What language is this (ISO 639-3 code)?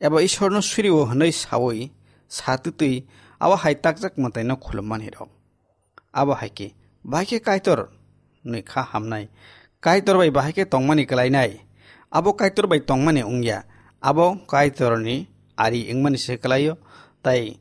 trp